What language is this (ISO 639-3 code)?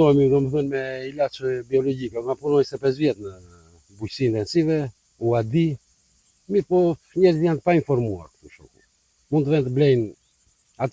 sqi